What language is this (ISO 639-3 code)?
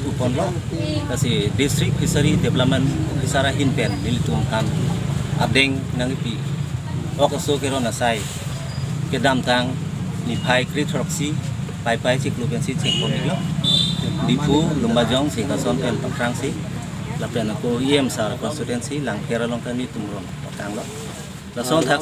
mjw